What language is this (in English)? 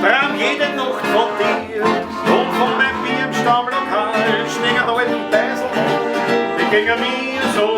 Bavarian